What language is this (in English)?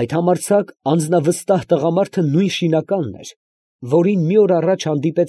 Armenian